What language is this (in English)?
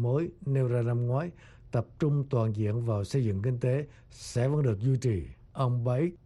Vietnamese